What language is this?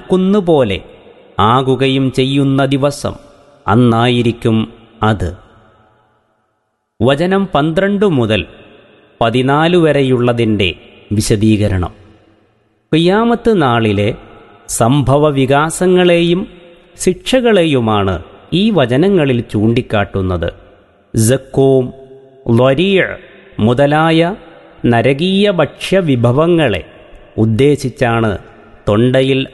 Malayalam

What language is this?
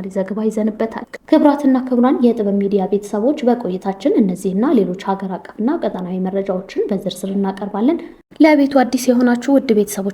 Amharic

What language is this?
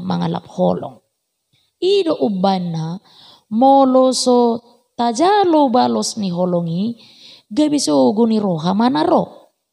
Batak Toba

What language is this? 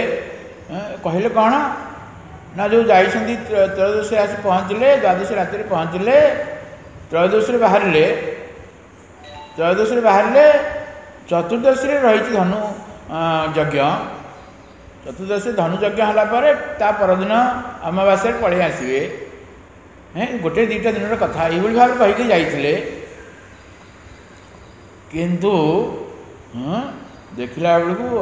Odia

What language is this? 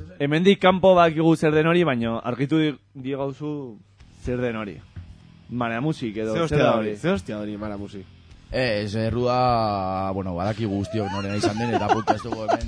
Basque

